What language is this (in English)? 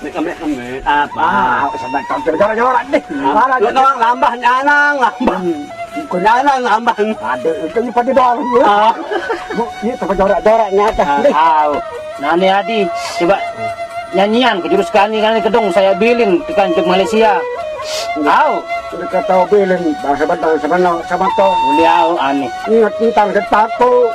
Sasak